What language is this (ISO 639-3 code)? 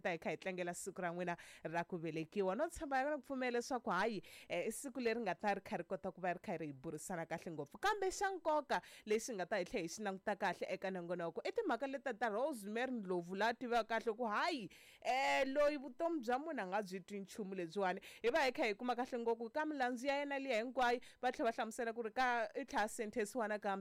tso